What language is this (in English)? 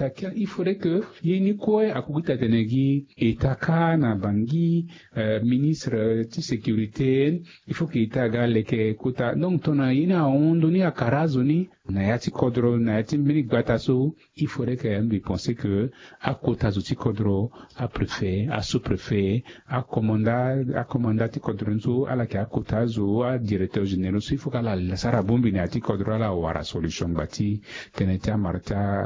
Sango